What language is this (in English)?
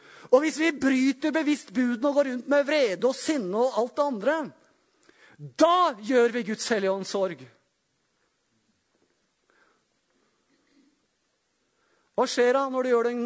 Norwegian